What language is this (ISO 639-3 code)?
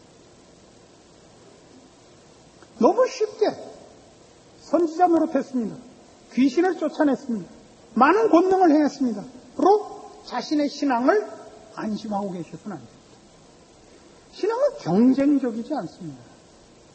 kor